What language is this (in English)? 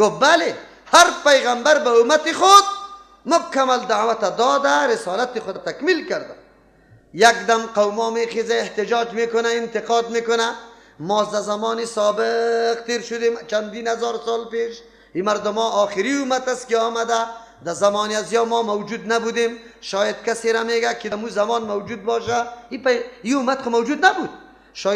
Persian